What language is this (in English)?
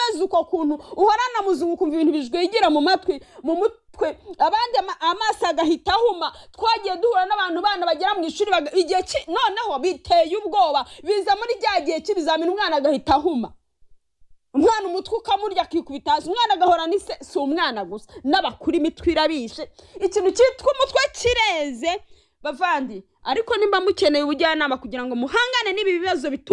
Kinyarwanda